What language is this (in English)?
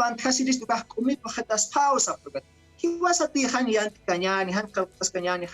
Aymara